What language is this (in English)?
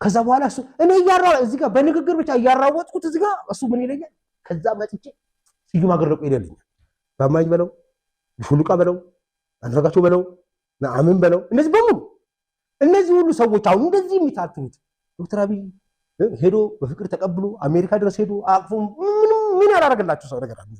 Amharic